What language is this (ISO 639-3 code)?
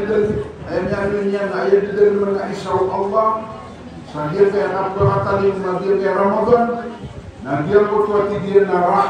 mrw